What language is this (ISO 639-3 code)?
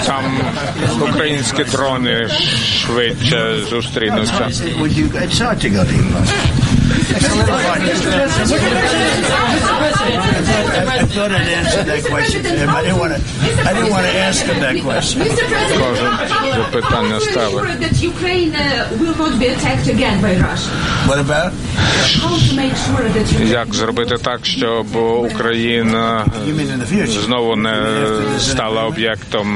ukr